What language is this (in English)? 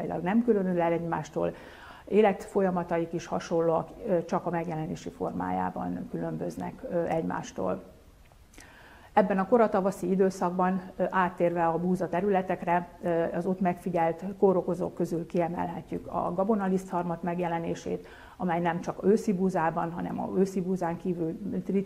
Hungarian